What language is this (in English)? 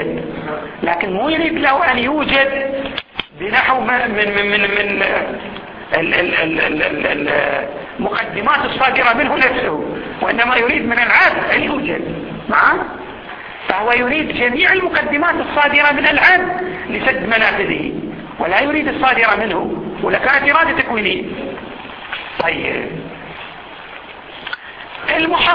Arabic